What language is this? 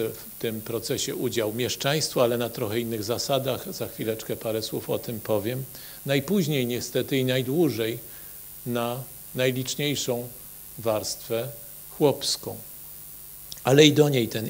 Polish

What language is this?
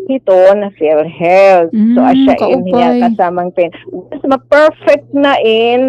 Waray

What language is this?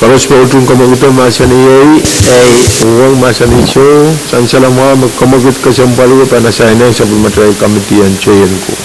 Pohnpeian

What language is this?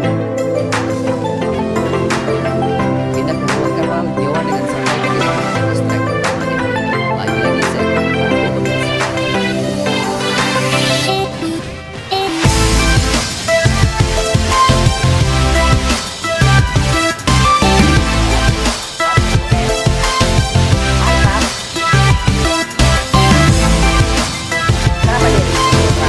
Indonesian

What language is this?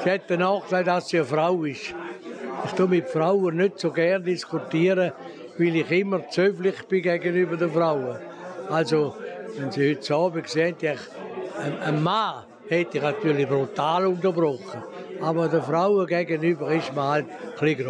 Swiss German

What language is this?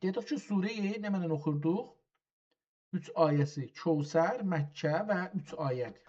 South Azerbaijani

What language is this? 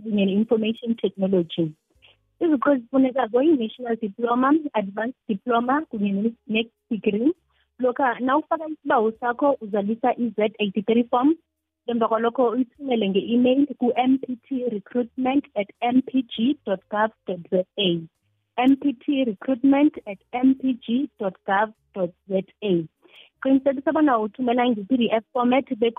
South Ndebele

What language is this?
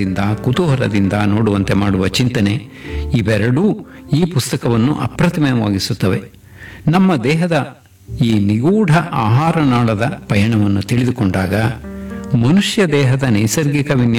Kannada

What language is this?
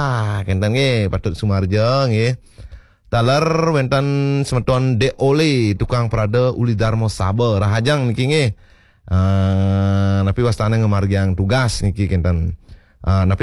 Balinese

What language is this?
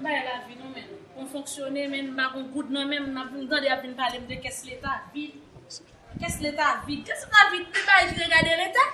Haitian Creole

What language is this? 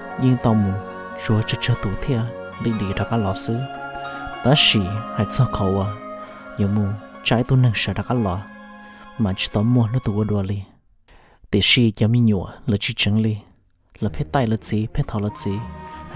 Hmong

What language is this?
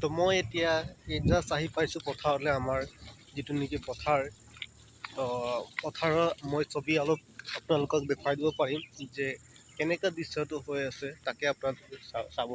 Assamese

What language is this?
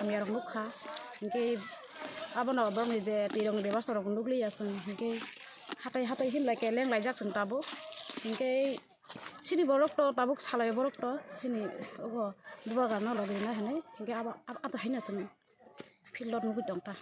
Kok Borok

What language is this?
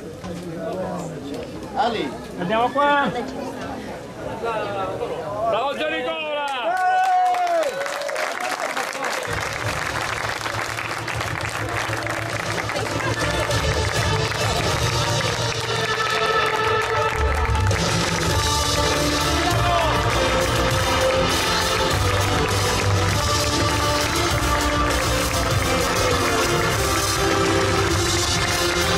Italian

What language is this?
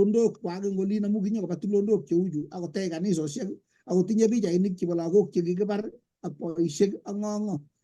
Kalenjin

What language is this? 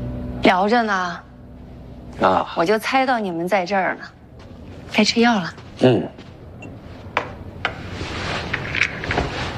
Chinese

